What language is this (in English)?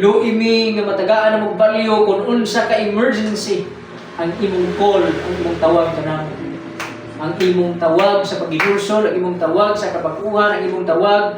Cebuano